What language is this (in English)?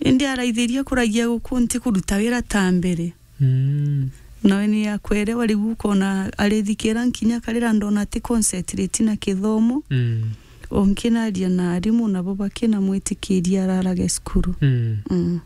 Meru